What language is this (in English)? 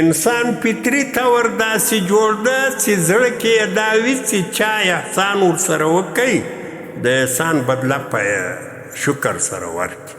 Pashto